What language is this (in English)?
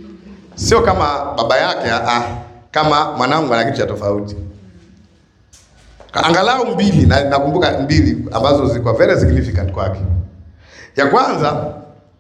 Swahili